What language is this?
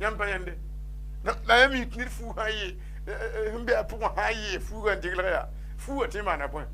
Mossi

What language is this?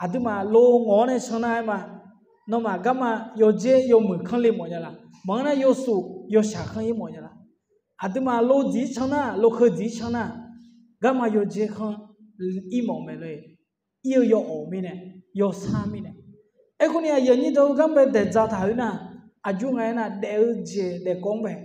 Akha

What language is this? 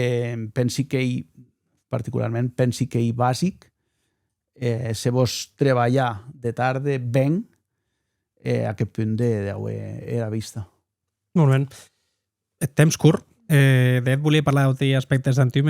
Occitan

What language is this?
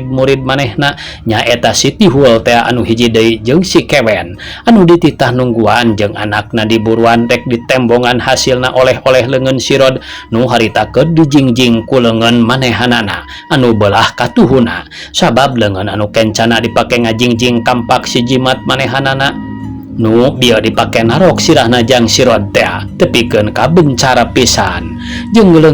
Sundanese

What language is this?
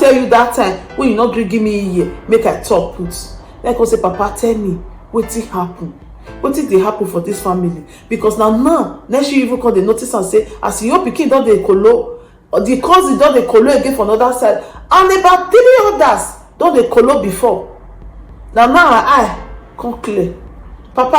Nigerian Pidgin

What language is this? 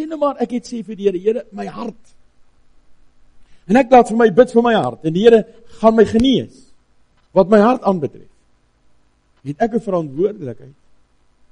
Afrikaans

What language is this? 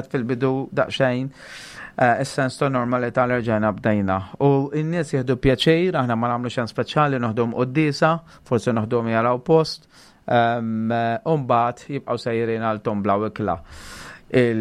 Maltese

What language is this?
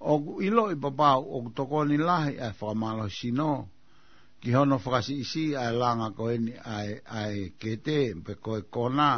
Tongan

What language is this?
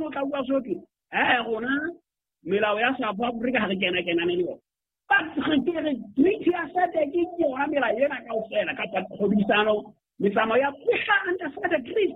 Southern Sotho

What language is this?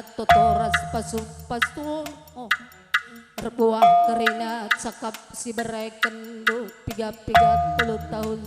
Batak Karo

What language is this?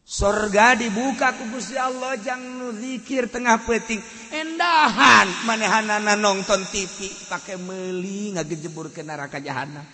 Sundanese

